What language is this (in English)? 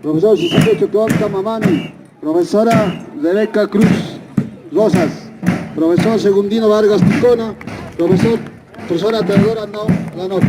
Aymara